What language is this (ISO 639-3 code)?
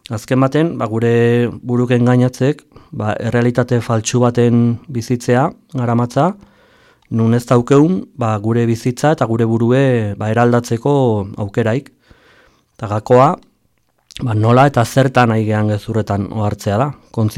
eus